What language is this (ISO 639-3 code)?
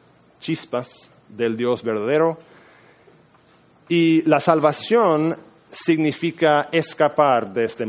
spa